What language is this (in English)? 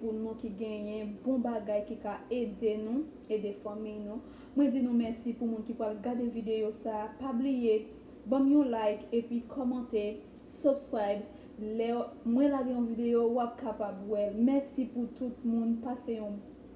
Haitian Creole